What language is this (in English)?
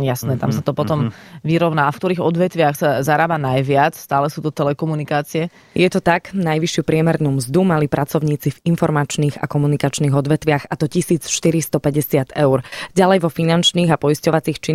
Slovak